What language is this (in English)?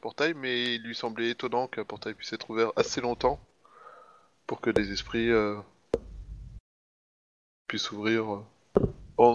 French